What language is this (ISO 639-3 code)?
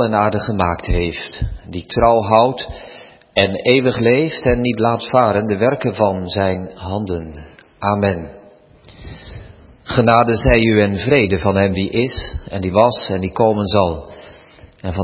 nld